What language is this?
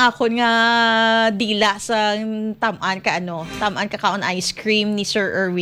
Hiligaynon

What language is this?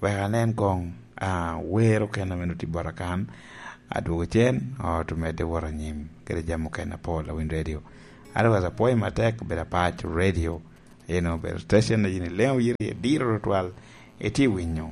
Lango (Uganda)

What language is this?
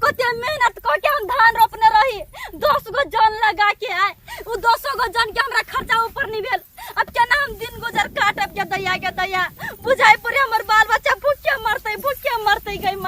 Maithili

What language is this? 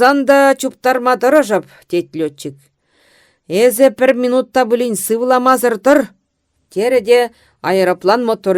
Chuvash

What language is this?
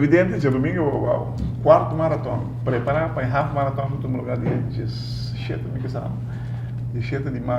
Papiamento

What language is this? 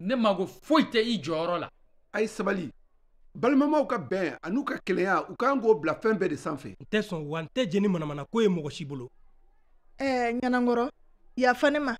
Bambara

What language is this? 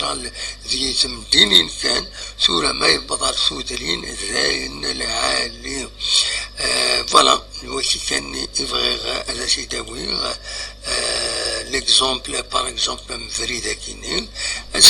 Kabyle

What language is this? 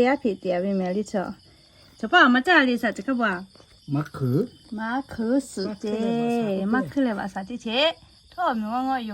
Lahu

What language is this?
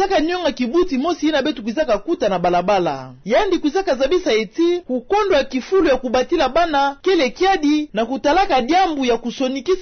Kituba (Democratic Republic of Congo)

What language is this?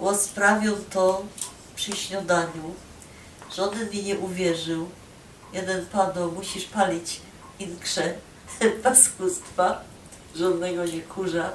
Silesian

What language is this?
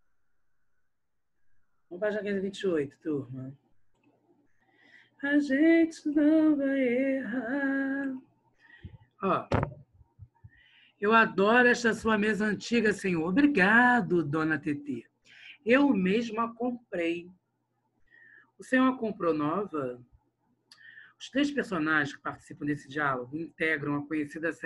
Portuguese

